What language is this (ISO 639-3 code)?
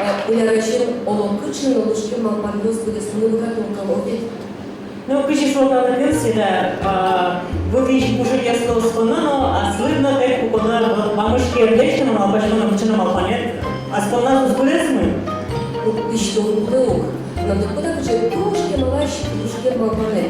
udm